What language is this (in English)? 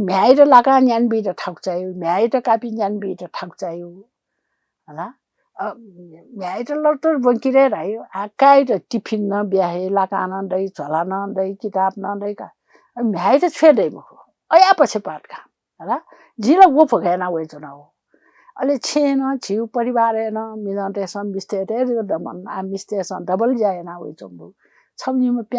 Newari